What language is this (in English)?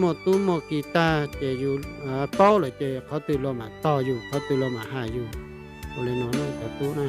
Hmong